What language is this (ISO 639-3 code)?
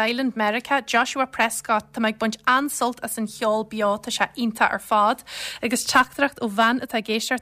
gle